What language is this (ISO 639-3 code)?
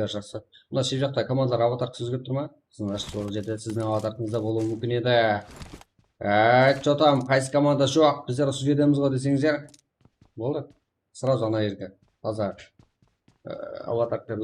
kaa